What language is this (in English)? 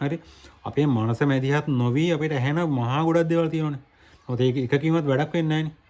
Sinhala